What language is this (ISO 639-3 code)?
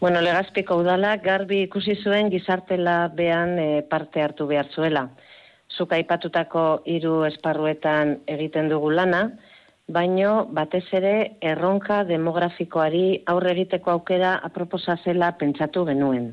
eus